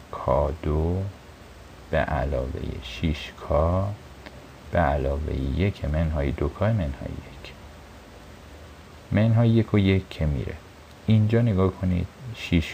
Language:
Persian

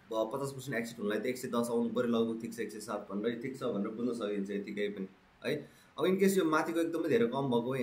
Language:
Nepali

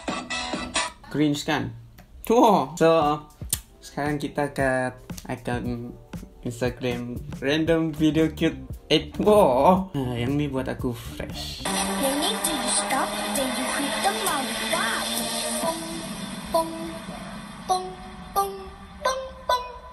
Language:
Malay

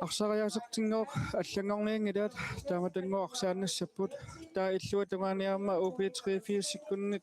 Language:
Kalaallisut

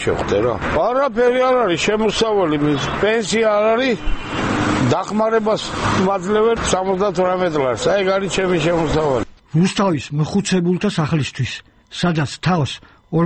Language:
Georgian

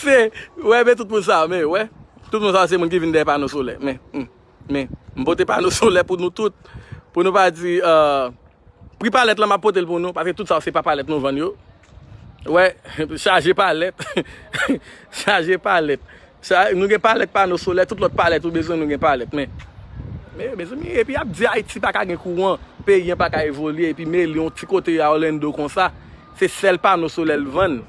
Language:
Haitian Creole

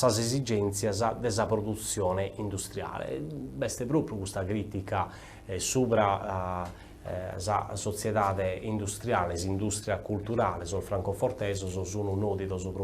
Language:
Sardinian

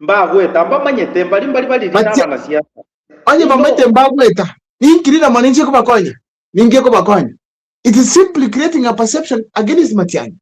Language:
Gusii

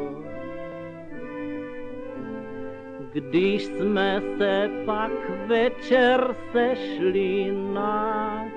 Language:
Czech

